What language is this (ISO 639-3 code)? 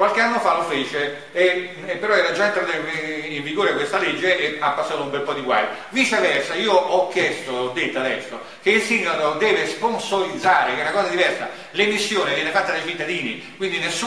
ita